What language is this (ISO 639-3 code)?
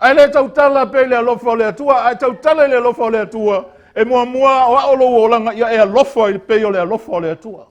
smo